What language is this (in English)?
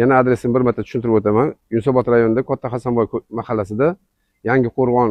Uzbek